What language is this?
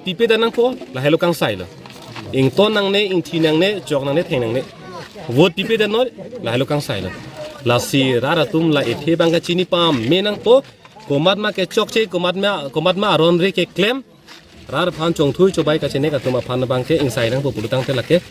Karbi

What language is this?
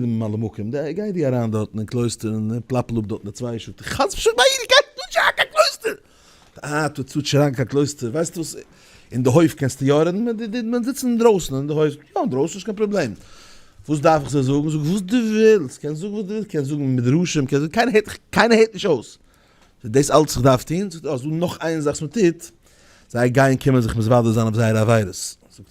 Yiddish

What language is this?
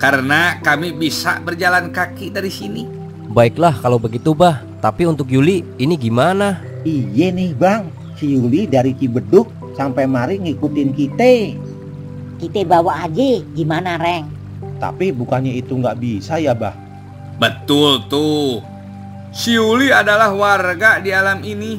Betawi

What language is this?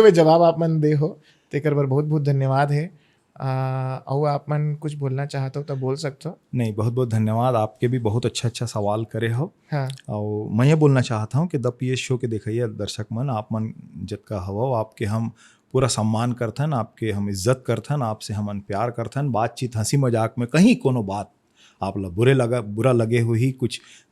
Chhattisgarhi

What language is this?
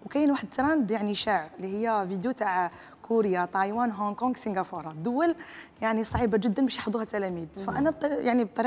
Algerian Arabic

